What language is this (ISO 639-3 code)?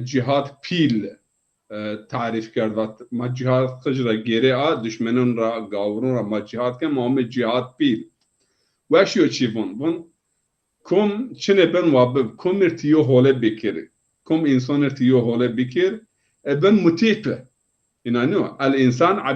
zza